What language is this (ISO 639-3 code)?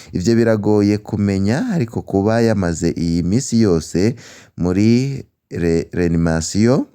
run